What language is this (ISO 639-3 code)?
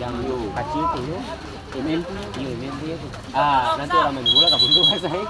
abs